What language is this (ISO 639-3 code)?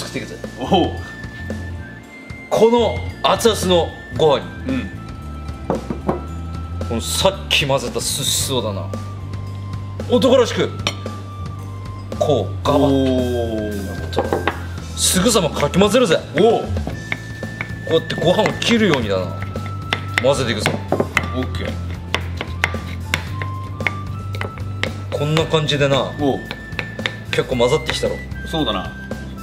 jpn